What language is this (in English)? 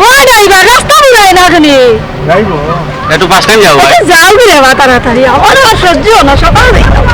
Sylheti